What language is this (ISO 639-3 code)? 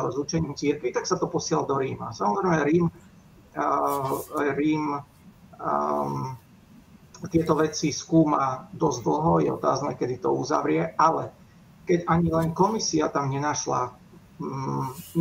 slk